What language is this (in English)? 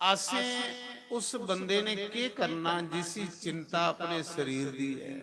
Dogri